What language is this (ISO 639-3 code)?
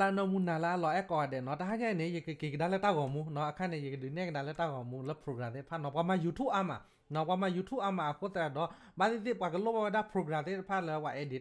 ksw